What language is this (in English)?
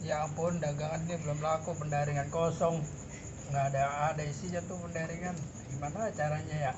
Betawi